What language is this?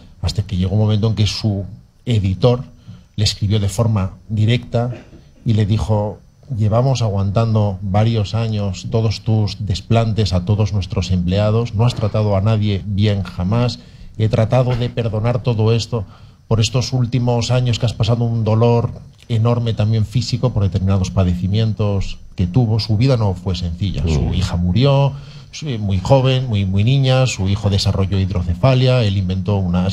Spanish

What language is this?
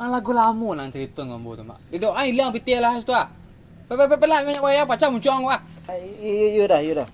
Minangkabau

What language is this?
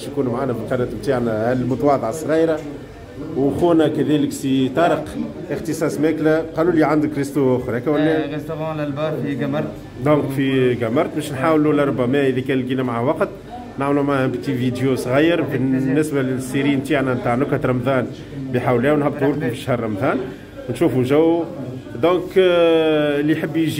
Tunisian Arabic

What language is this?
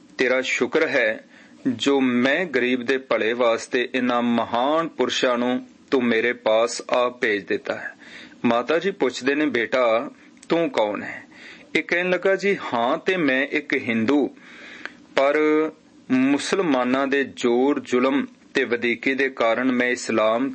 Punjabi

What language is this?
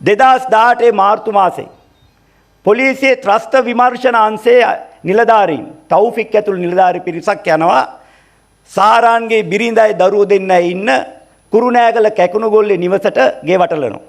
Sinhala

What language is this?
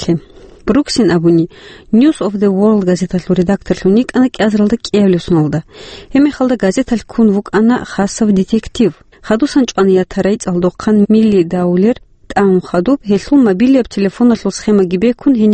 Avaric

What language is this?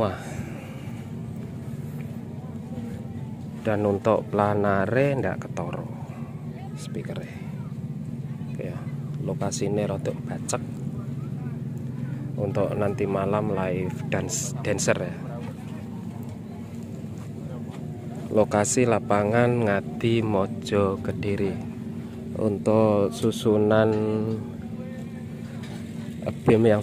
Indonesian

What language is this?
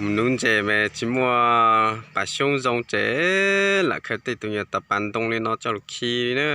Hmong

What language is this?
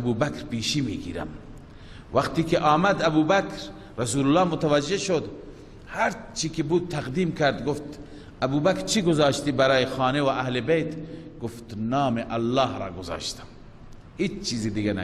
Persian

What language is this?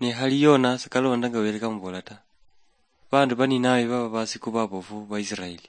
Luyia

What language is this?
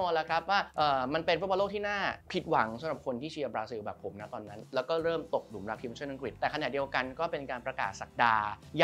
Thai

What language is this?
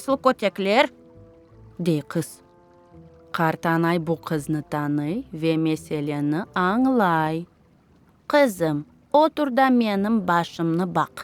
Crimean Tatar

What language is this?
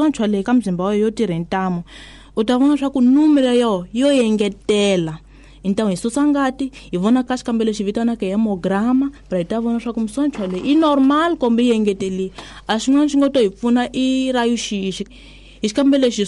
Tsonga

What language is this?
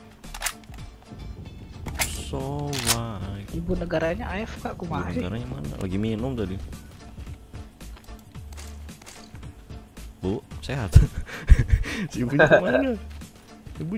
Indonesian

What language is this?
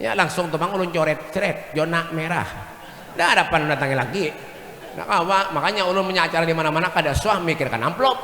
Banjar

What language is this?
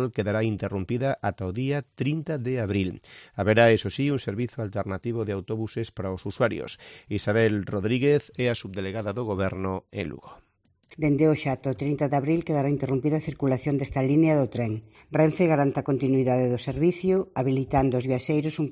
Galician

